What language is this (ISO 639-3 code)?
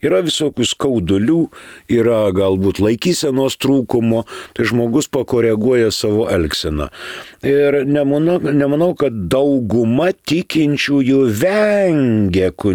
lit